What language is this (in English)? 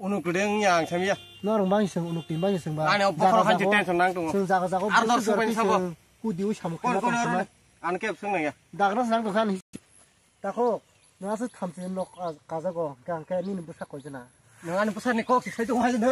Kok Borok